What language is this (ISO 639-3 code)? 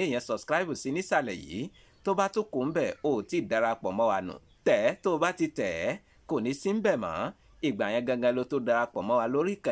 yor